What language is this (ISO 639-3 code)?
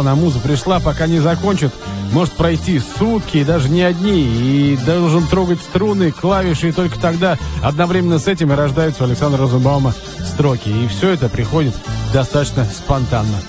rus